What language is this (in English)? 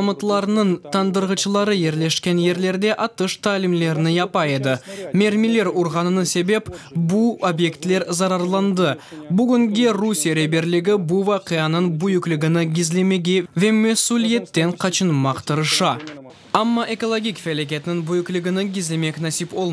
Crimean Tatar